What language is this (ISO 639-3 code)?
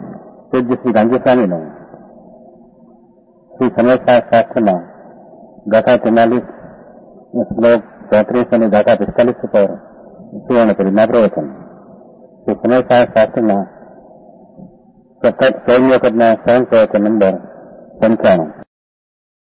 guj